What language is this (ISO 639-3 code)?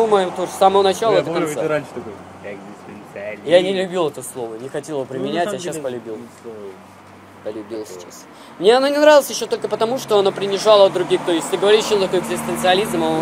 rus